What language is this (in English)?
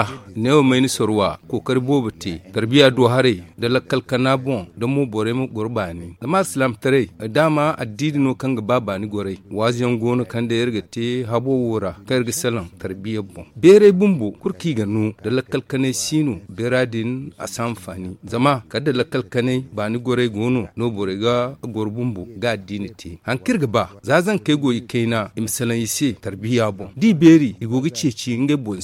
Zarma